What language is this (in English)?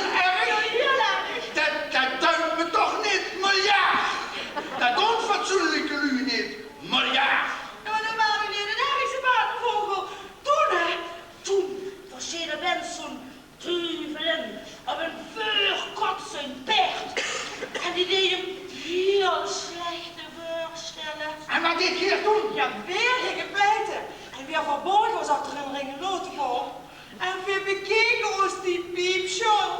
Limburgish